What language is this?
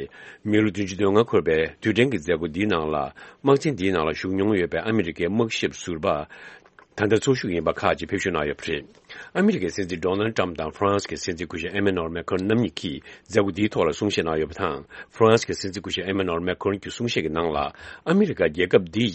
Tibetan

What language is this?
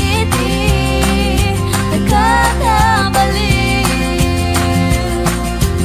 Filipino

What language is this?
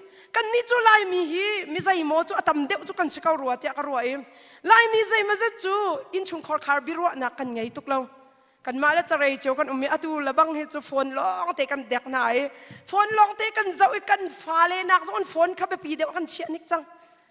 Hakha Chin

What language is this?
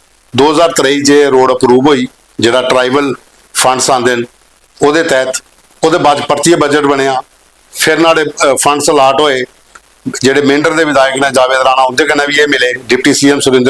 Dogri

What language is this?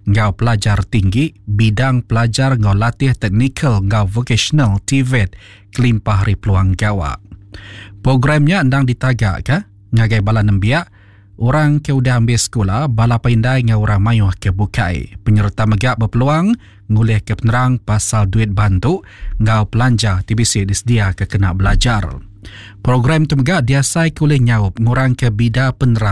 Iban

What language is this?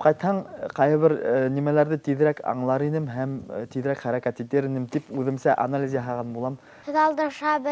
Bashkir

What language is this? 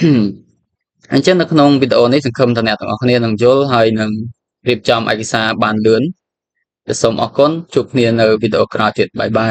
Khmer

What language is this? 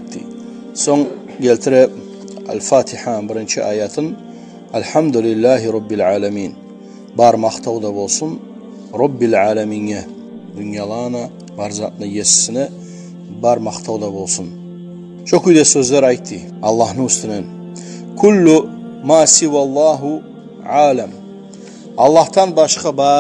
Kumyk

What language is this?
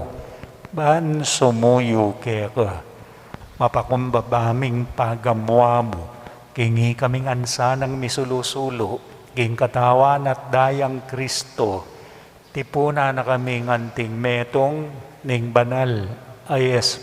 Pampanga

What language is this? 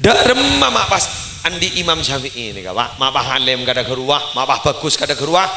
Madurese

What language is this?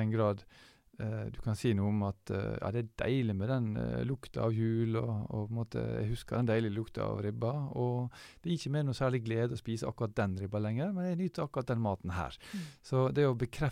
Norwegian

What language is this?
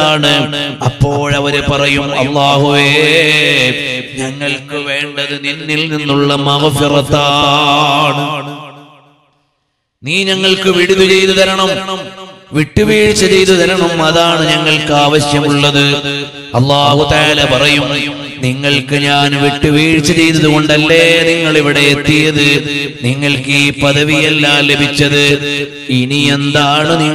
Malayalam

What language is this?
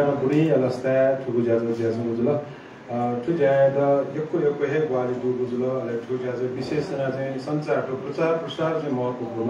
Newari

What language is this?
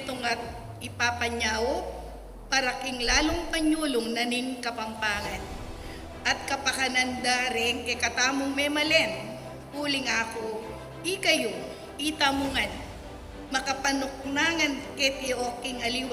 Pampanga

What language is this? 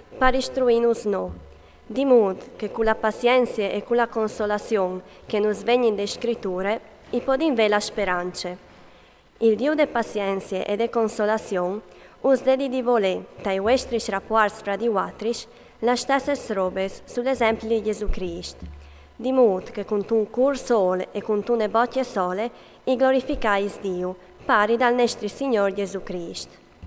Friulian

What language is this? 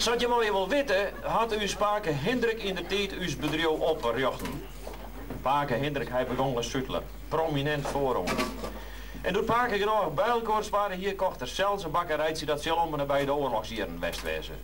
Western Frisian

